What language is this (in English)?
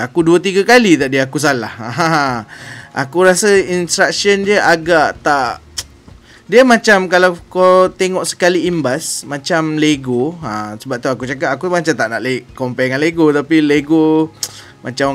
Malay